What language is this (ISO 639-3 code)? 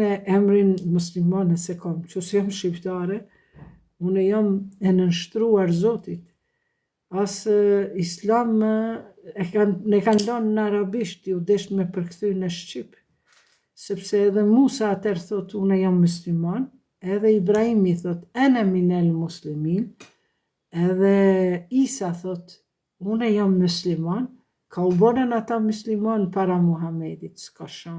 sqi